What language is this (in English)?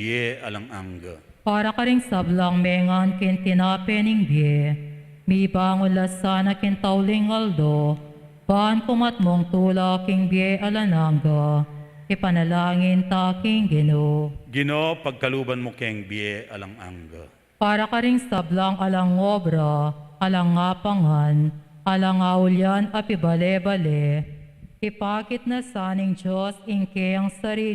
Pampanga